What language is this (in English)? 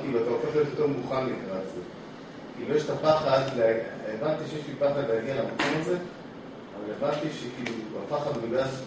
Hebrew